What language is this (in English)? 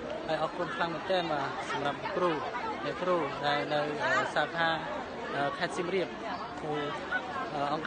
Khmer